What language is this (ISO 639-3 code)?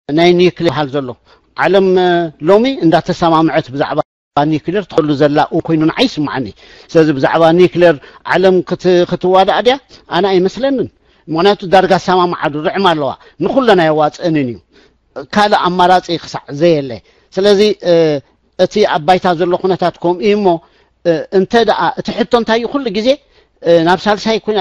tir